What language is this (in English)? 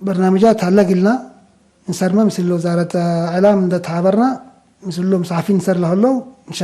Tigre